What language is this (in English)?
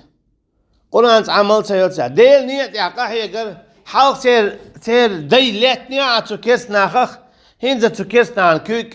Chechen